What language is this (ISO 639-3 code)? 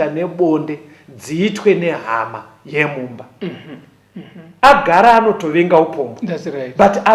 sna